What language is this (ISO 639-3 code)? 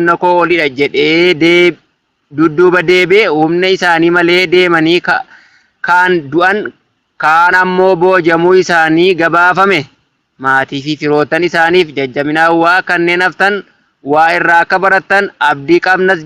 orm